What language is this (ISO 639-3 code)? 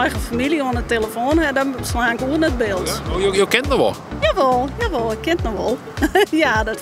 fry